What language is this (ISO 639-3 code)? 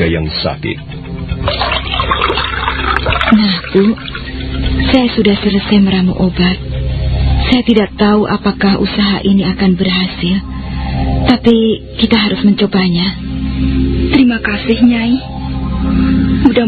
ind